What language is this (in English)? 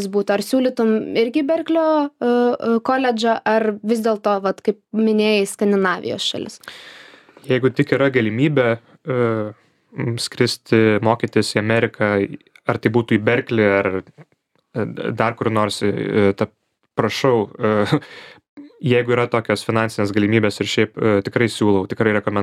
Lithuanian